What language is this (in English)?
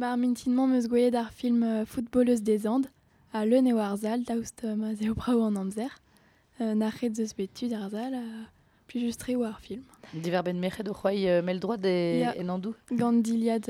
Breton